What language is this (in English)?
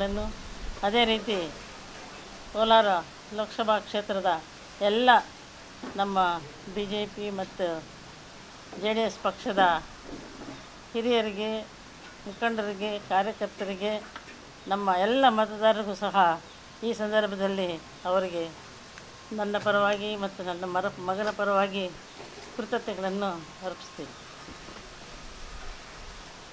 Kannada